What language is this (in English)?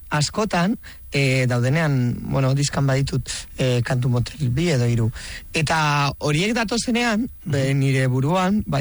Basque